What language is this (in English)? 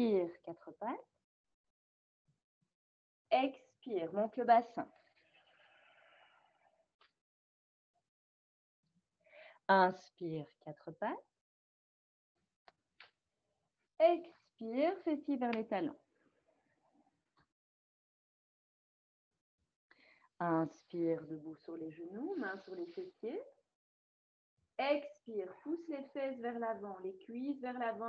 French